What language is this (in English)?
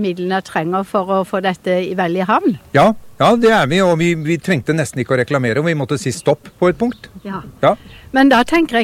Norwegian